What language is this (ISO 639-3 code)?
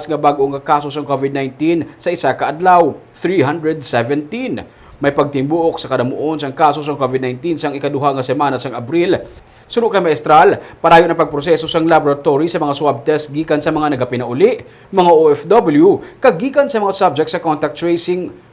hil